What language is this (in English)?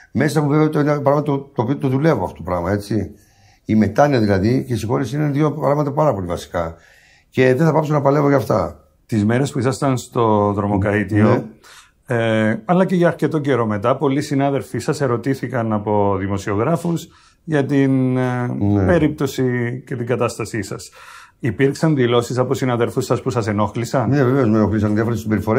Greek